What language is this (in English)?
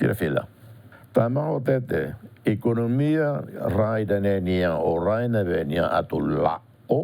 Tetum